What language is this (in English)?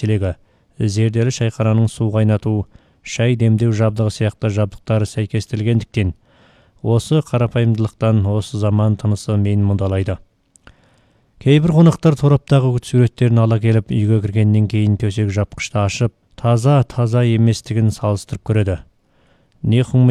Kazakh